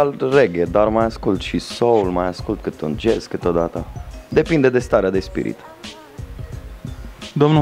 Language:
Romanian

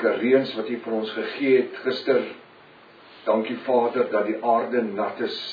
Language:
Afrikaans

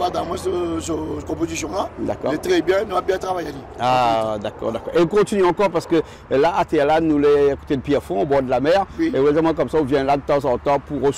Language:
Réunion Creole French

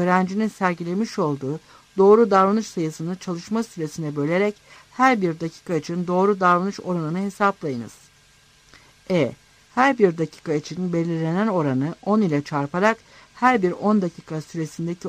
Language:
Turkish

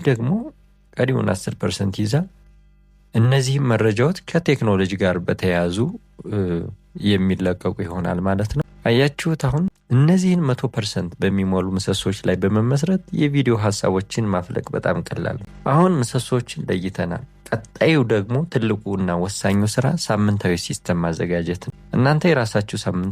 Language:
Amharic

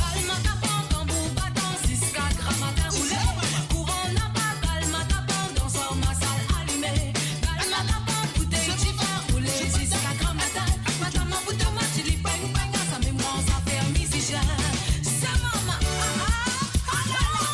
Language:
Morisyen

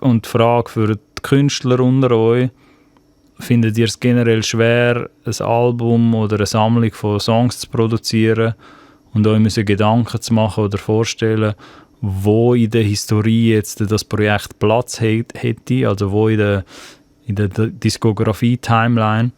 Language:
Swiss German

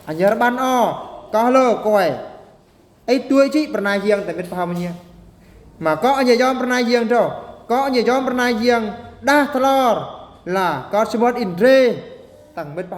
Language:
Eastern Bru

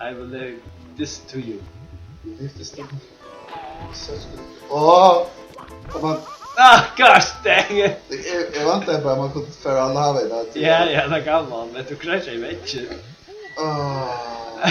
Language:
Faroese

